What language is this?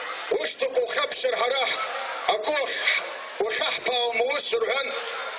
Abkhazian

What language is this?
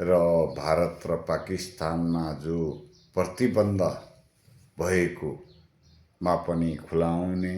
Nepali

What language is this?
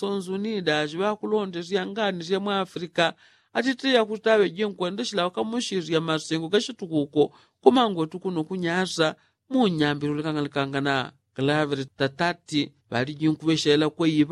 Yao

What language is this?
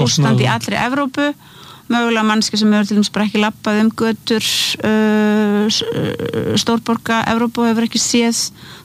Icelandic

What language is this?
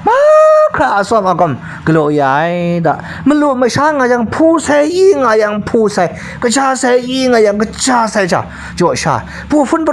Kachin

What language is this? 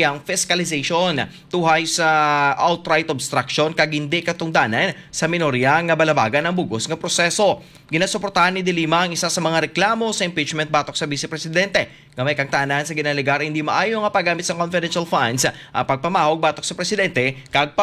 Hiligaynon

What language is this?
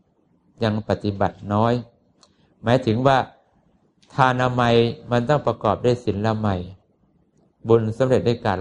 Thai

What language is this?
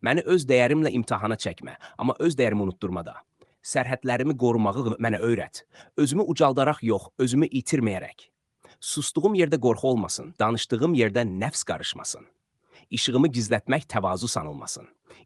Azerbaijani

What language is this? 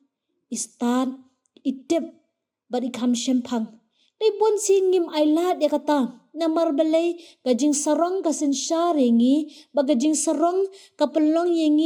Khasi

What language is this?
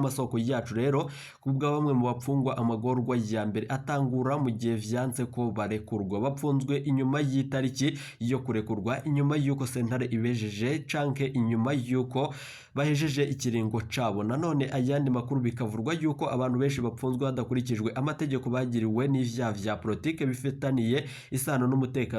Rundi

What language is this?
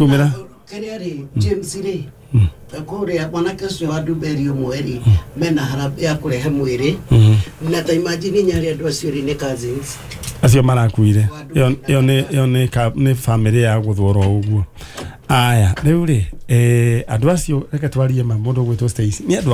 Kikuyu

